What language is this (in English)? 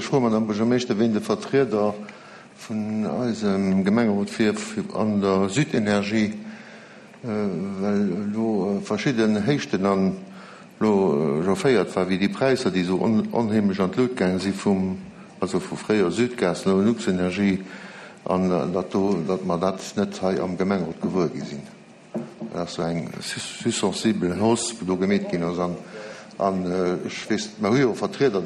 Luxembourgish